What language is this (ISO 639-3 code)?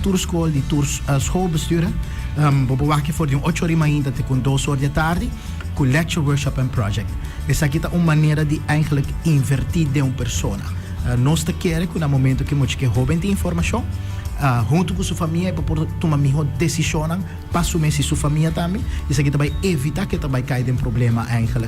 pap